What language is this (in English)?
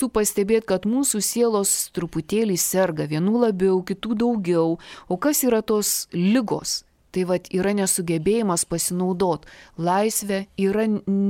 Lithuanian